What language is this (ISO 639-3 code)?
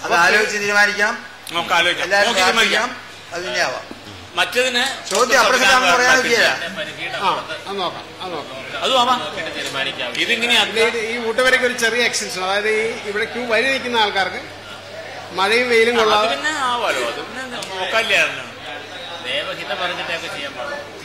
mal